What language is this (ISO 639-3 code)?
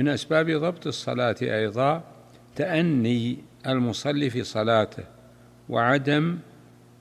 ara